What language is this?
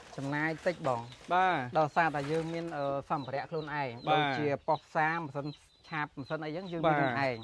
Khmer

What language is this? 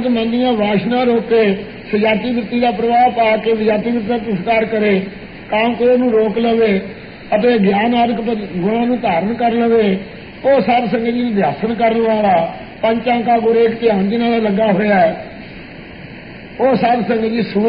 Punjabi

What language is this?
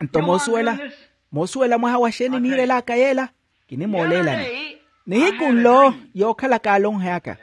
Makhuwa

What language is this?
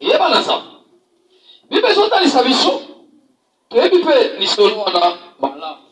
Lingala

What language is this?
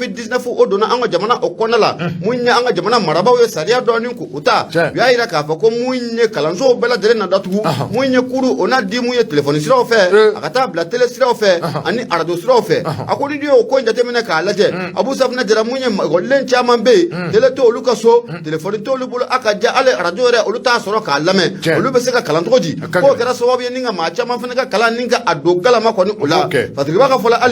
Bambara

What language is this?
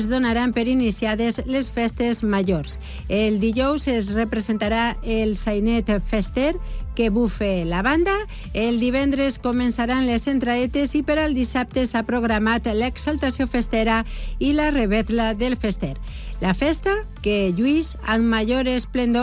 Catalan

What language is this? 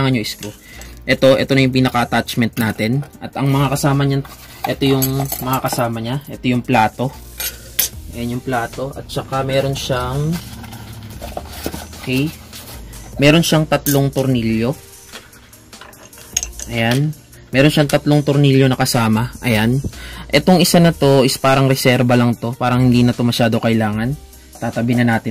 Filipino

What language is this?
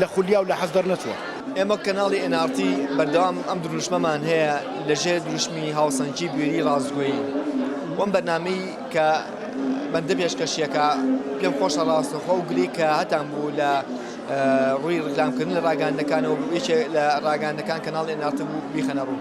Central Kurdish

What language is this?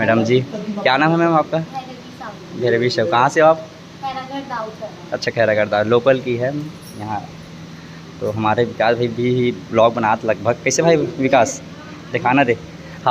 Chhattisgarhi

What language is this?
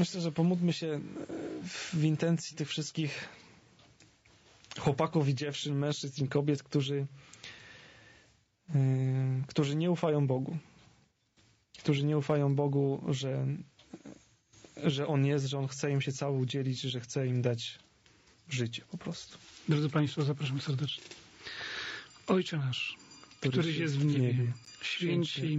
Polish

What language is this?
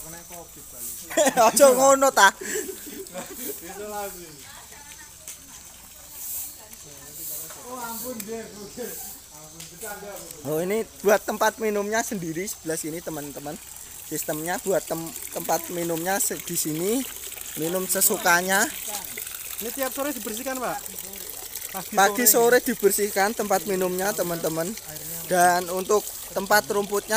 Indonesian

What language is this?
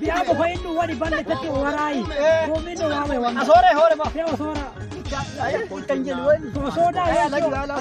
Nigerian Fulfulde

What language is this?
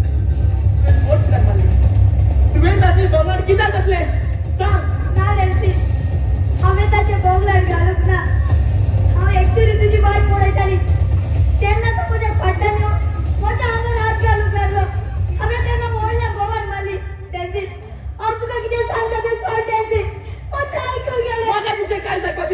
Konkani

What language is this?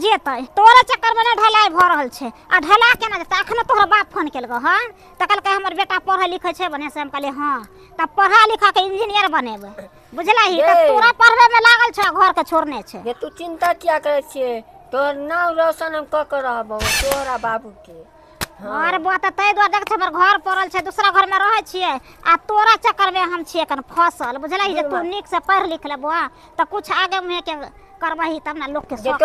Maithili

